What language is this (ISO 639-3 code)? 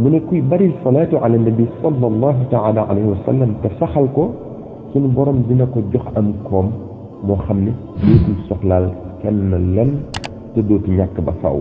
wol